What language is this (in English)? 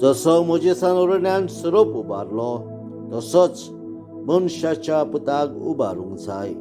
Konkani